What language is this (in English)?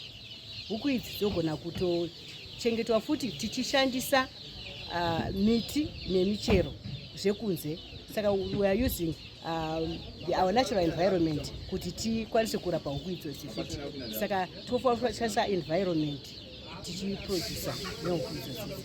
Shona